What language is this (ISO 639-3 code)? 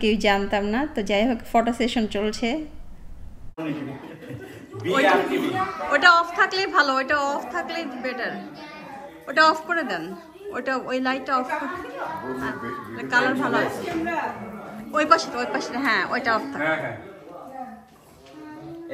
ben